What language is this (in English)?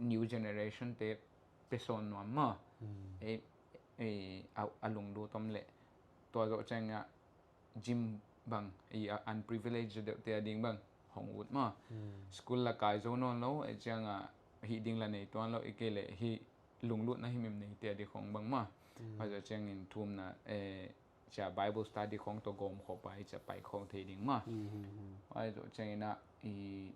Tedim Chin